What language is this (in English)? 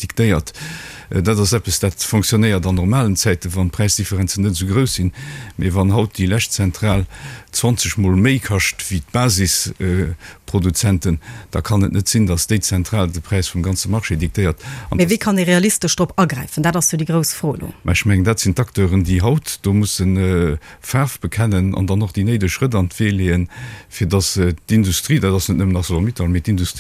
Luxembourgish